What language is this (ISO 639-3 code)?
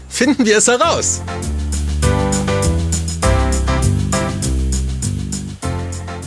deu